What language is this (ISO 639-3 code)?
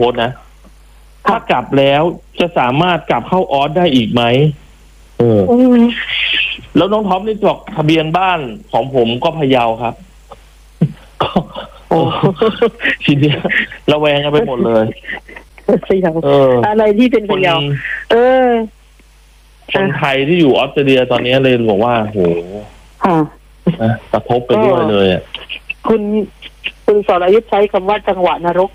tha